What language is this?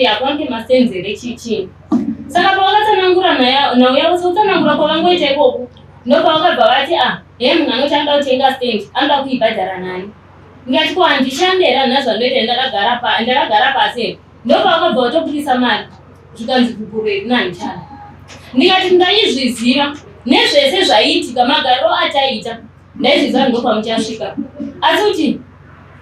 Shona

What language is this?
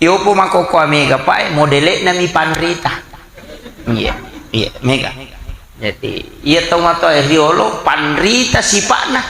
Buginese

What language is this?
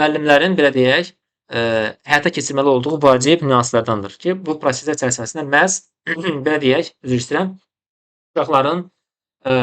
Azerbaijani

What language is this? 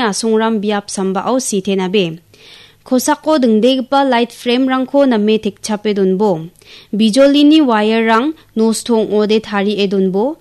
Garo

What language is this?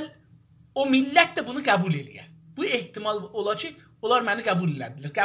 South Azerbaijani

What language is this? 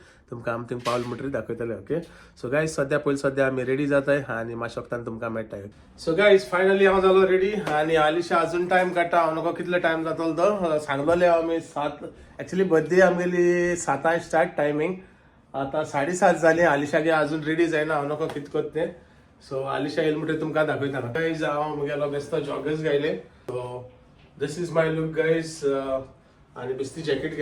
Konkani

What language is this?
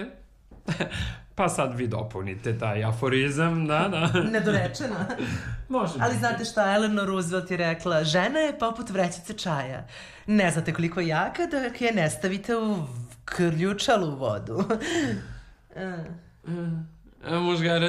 Serbian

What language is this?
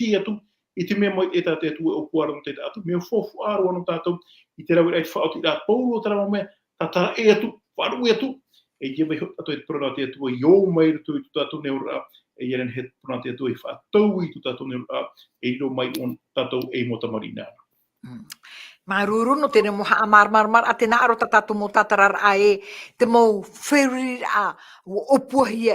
Tahitian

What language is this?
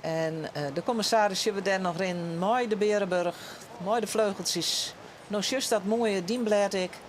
Western Frisian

